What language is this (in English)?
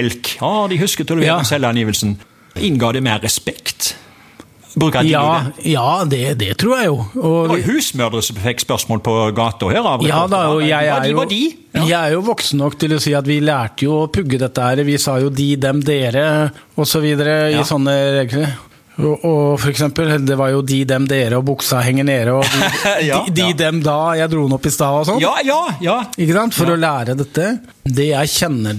Norwegian